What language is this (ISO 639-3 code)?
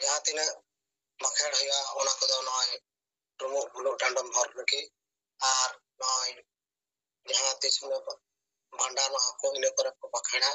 sat